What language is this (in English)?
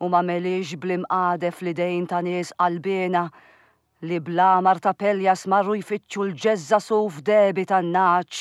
Maltese